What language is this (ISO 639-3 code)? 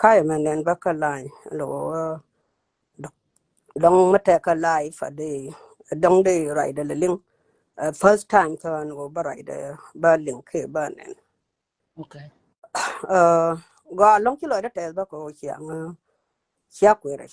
nus